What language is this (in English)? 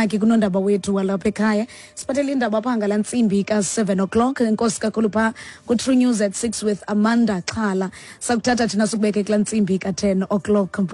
Xhosa